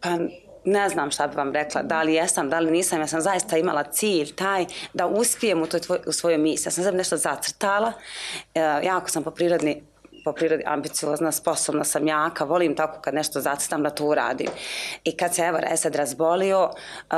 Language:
Serbian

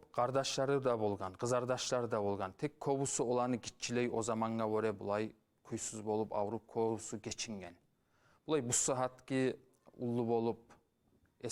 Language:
Kumyk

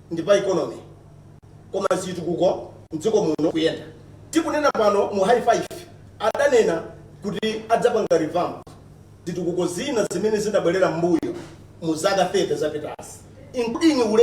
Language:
Nyanja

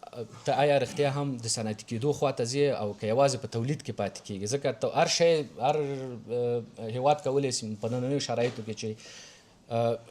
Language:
Pashto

